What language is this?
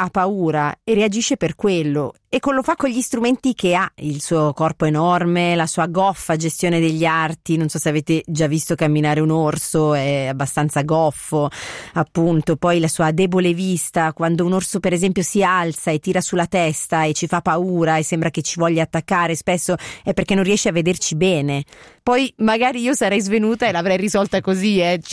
Italian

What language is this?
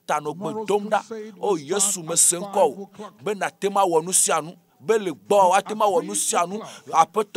Ewe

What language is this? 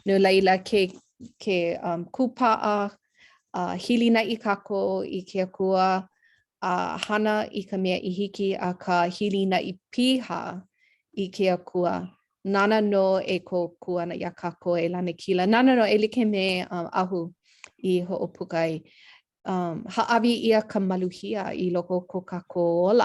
Hawaiian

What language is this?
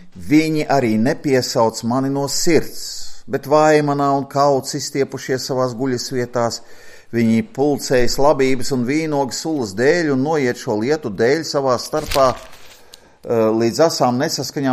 Latvian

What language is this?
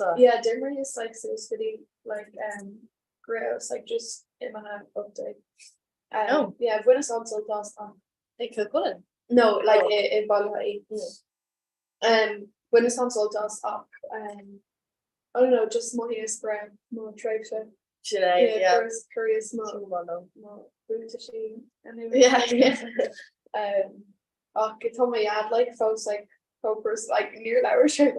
Irish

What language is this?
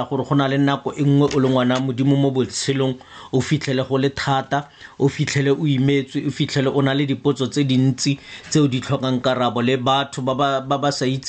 Tswana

